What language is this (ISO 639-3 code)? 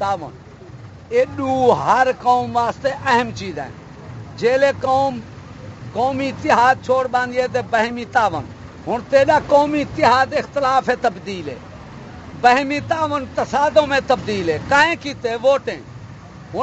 skr